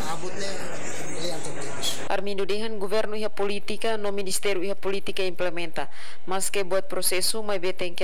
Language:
Tetum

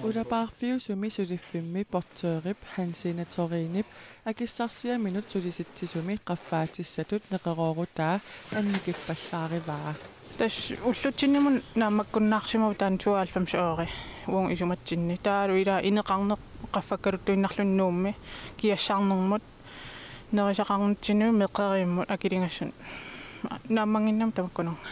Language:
Kalaallisut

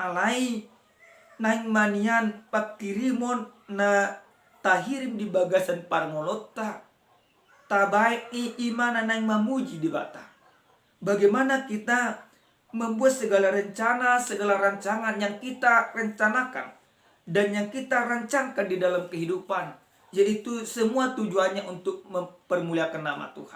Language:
Batak Toba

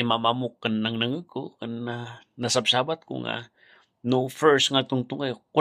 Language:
Iloko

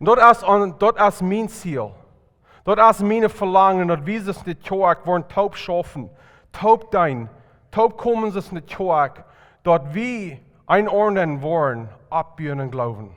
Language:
Plautdietsch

